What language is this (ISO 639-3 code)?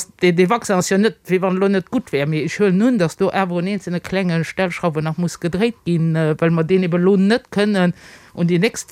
ltz